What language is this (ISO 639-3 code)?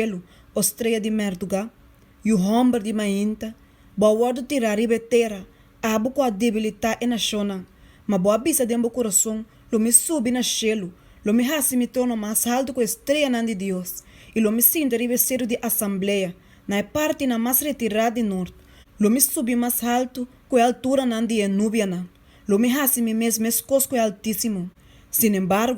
pap